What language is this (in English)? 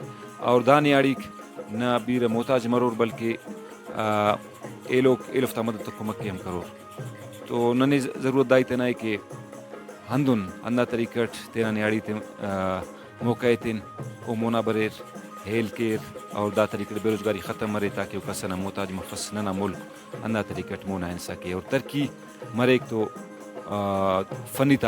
Brahui